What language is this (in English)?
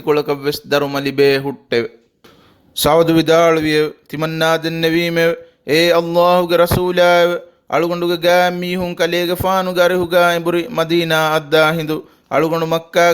Divehi